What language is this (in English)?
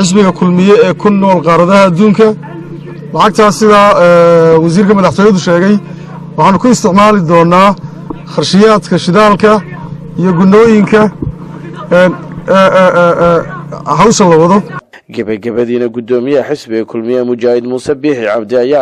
Somali